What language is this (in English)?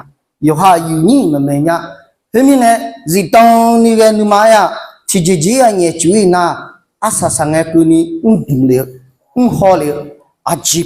Akha